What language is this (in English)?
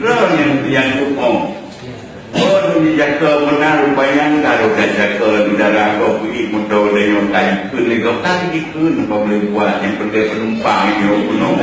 Achinese